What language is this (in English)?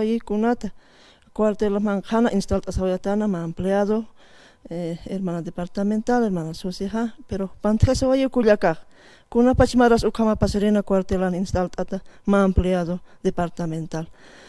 Aymara